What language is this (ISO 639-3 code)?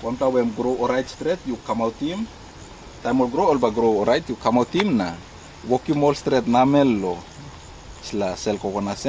tpi